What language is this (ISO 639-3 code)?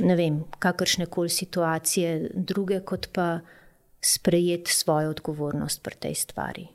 slv